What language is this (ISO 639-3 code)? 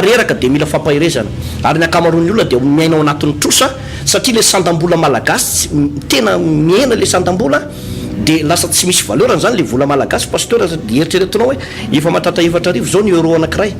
mlg